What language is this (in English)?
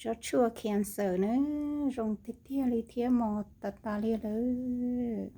Hmong